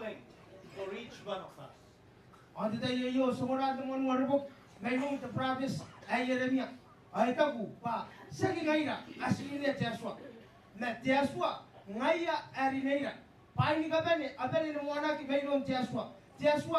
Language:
Gilbertese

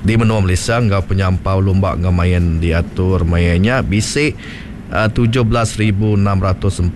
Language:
Iban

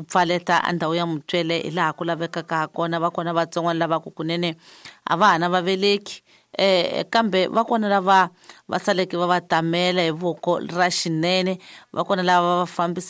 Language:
Tsonga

